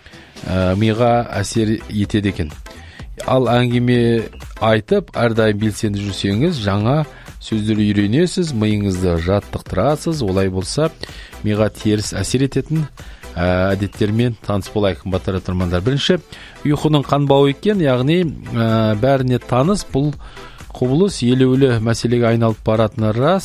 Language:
Kazakh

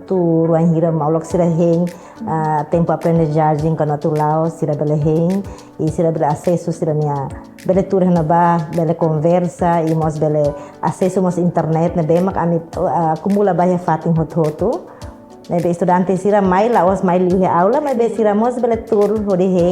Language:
Tetum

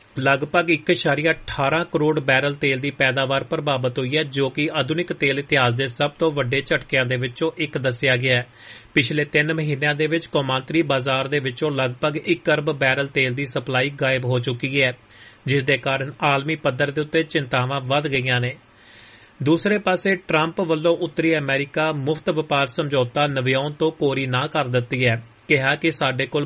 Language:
Punjabi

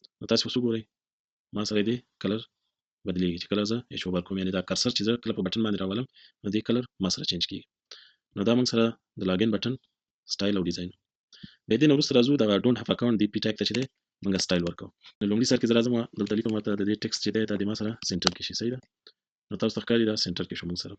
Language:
Pashto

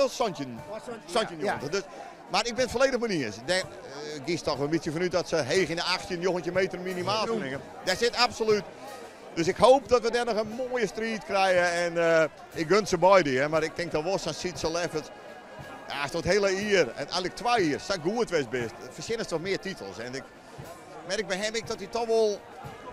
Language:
Western Frisian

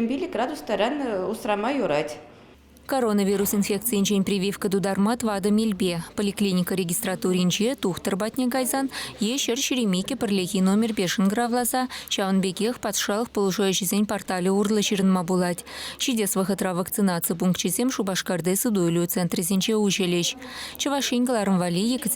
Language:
Chuvash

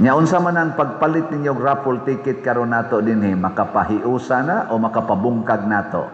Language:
Cebuano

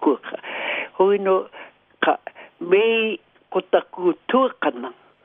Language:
Māori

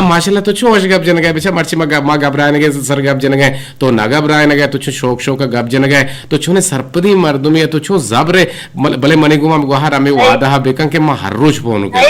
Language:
Eastern Balochi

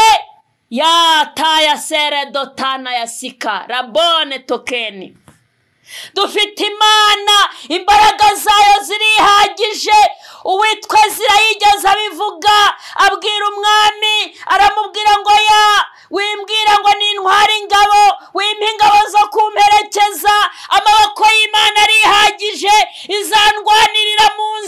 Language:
Kinyarwanda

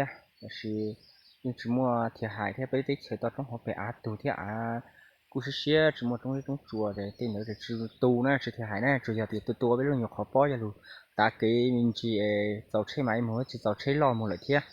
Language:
Hmong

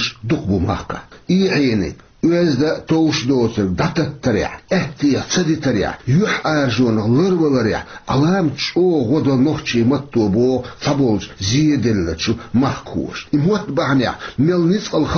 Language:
Chechen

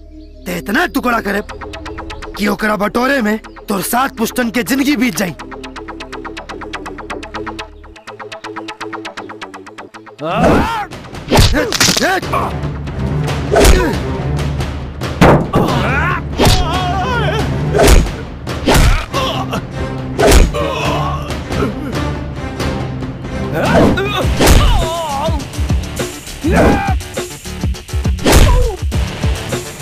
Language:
Bhojpuri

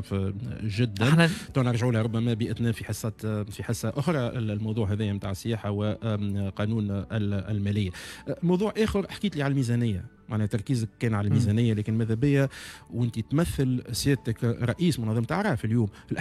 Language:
Tunisian Arabic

